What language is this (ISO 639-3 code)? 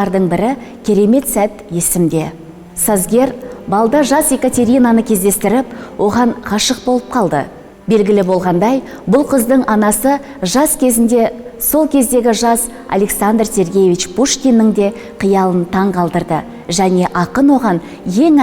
kaz